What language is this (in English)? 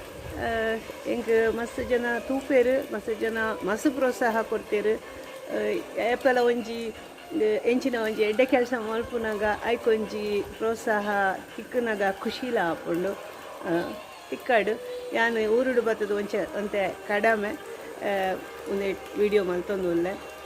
Tulu